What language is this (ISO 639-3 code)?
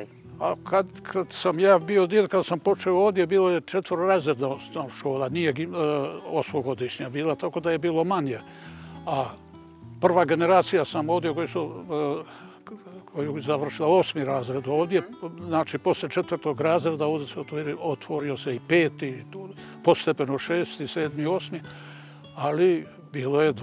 bos